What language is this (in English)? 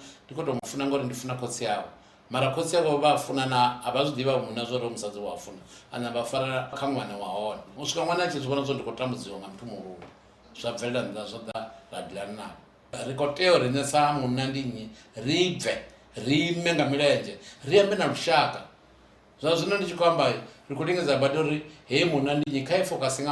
Venda